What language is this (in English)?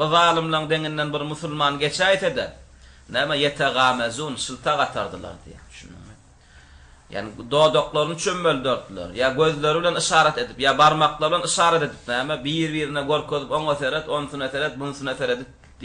Turkmen